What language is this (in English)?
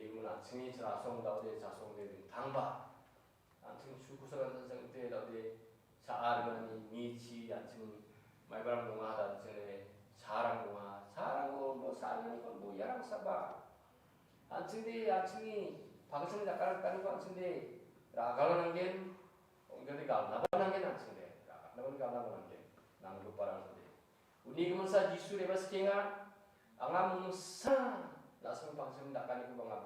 Garo